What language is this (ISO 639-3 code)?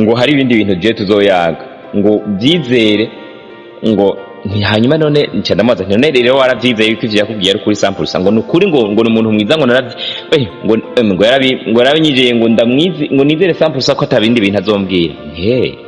run